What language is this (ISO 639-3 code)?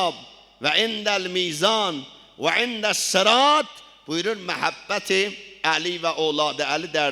azb